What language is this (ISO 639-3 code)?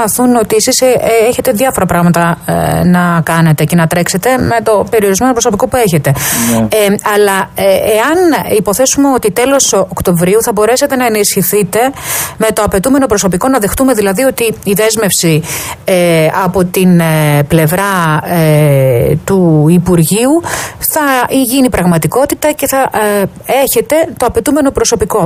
ell